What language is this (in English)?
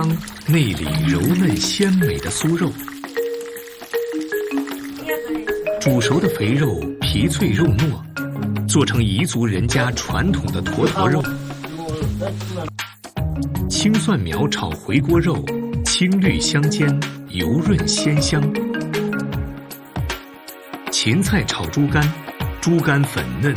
Chinese